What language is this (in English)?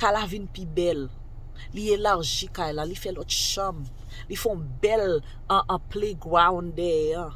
Haitian Creole